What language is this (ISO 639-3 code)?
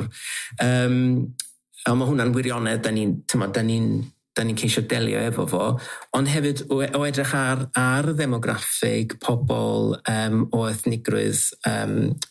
cym